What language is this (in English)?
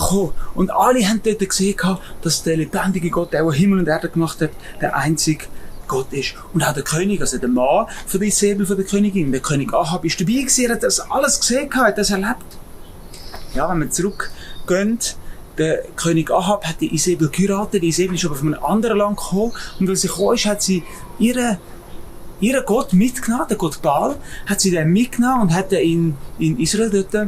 Swiss German